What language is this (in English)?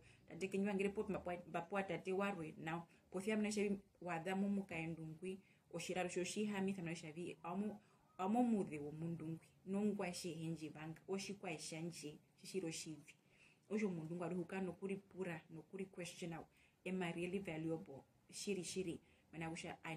Herero